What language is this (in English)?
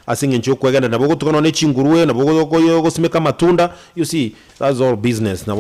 Gusii